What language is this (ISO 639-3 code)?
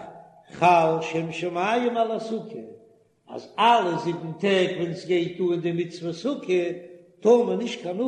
yid